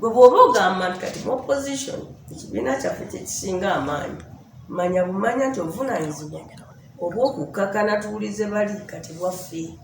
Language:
Ganda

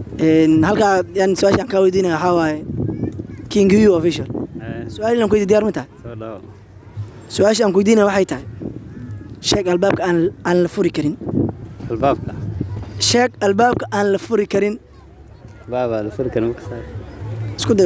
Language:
Somali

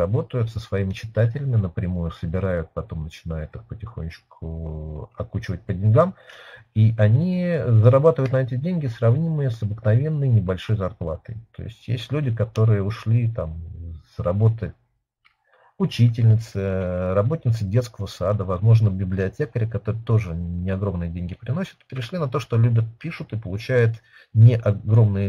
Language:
Russian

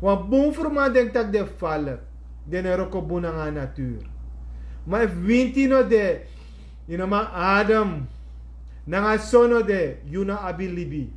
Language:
Sranan Tongo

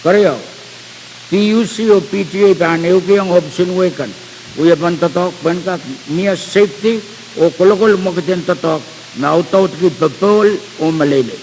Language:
Pohnpeian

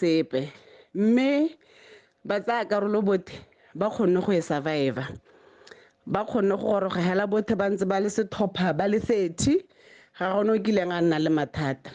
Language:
Tswana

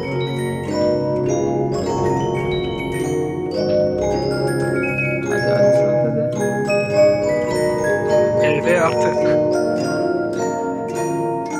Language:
Turkish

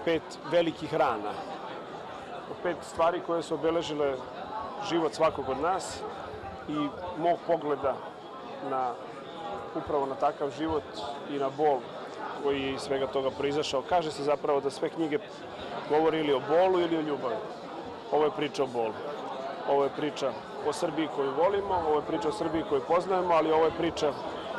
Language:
Serbian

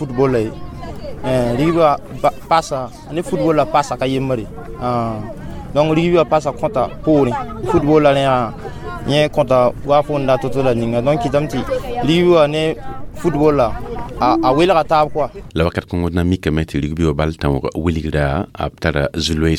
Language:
Mossi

